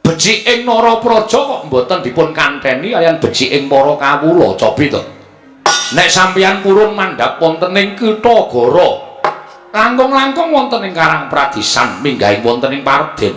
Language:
Javanese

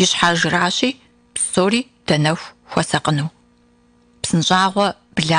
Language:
Kabardian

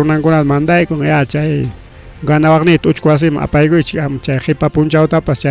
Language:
Ayacucho Quechua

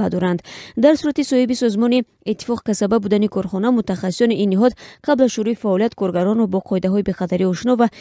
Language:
Tajik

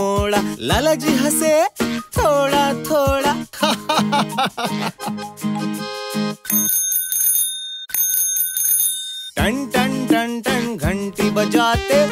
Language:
Hindi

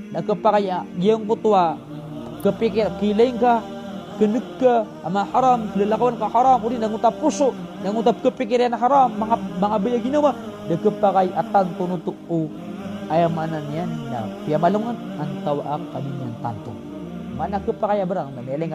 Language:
Maranao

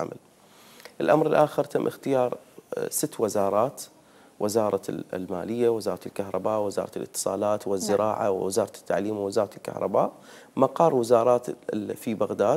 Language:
Mesopotamian Arabic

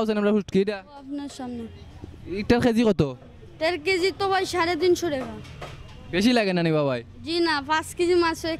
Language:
Sylheti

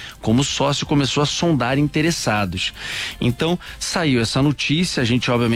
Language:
Portuguese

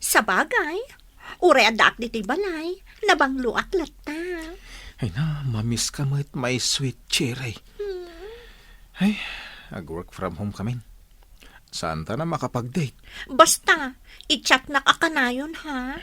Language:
Iloko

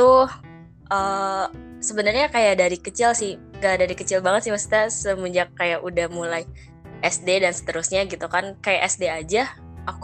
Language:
Indonesian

